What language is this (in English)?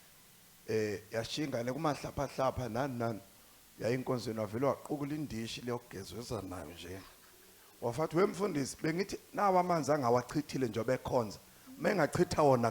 Zulu